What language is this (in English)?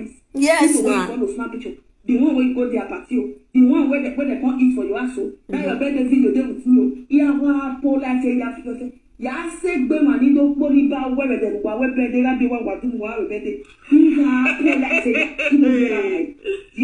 Nigerian Pidgin